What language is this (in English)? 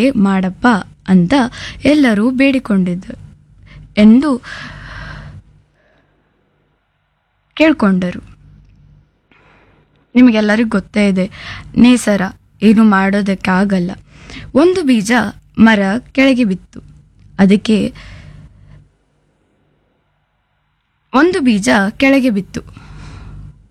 Kannada